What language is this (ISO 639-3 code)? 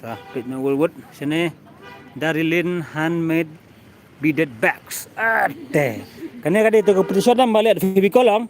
kha